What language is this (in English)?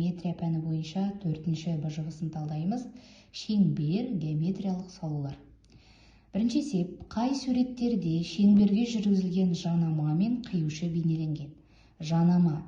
Kazakh